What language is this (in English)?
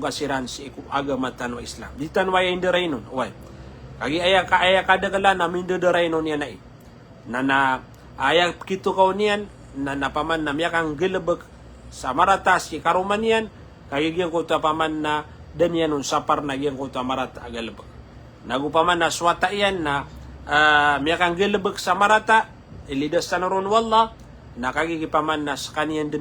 Maranao